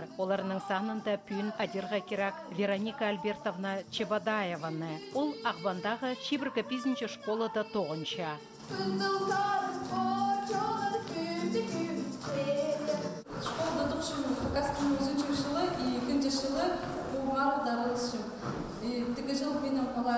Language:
Khakas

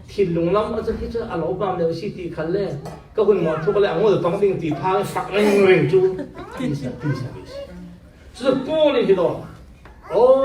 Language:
Falam Chin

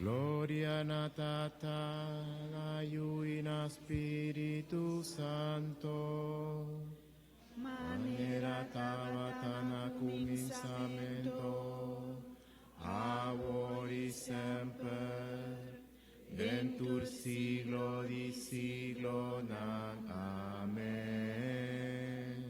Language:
Papiamento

